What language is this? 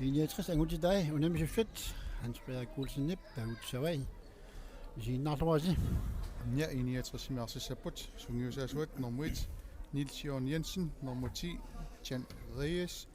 Kalaallisut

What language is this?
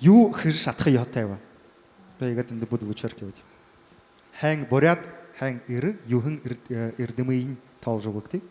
Buriat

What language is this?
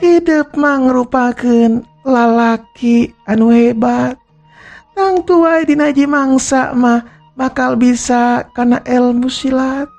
Sundanese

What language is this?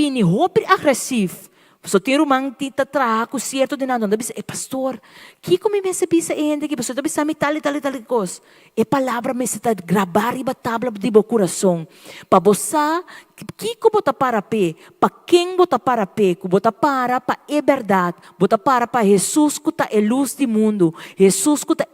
Papiamento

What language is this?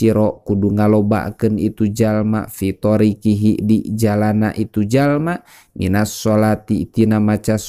Sundanese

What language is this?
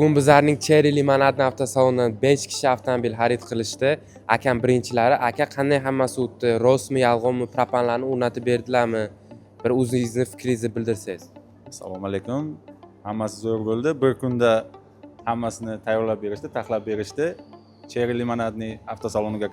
Uzbek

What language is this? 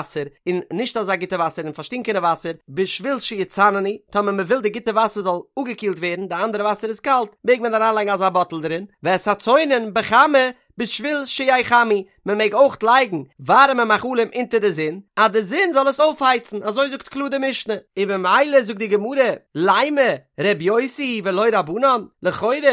Yiddish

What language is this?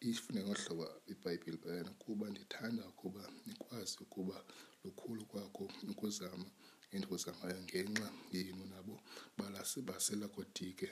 Xhosa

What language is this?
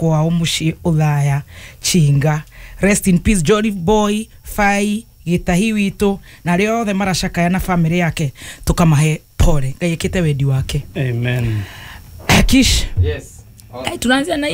Kikuyu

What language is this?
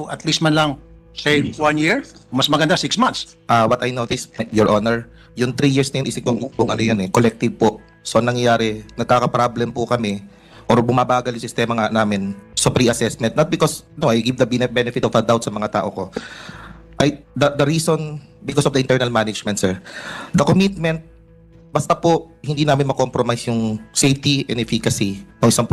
Filipino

